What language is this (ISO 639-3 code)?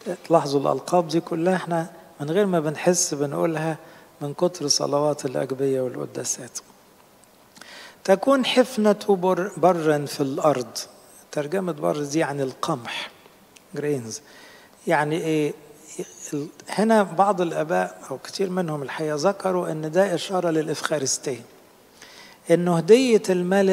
arz